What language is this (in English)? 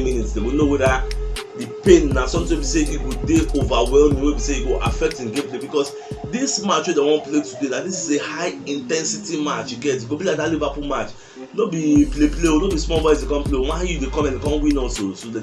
Nigerian Pidgin